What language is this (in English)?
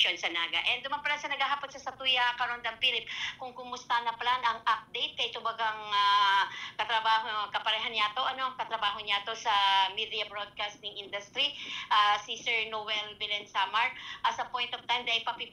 Bikol